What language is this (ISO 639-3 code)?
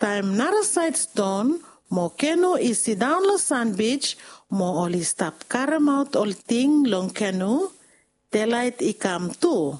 bis